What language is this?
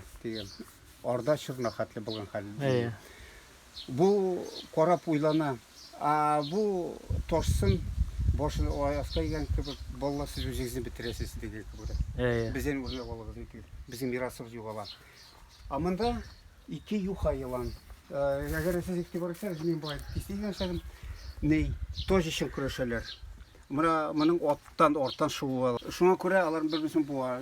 Tatar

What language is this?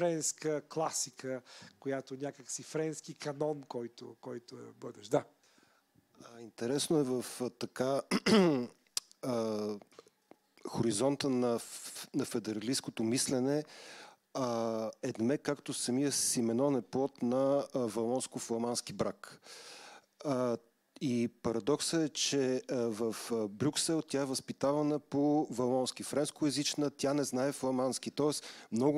Bulgarian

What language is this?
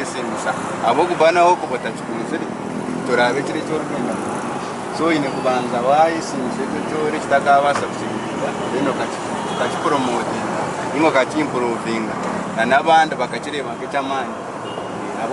Nyankole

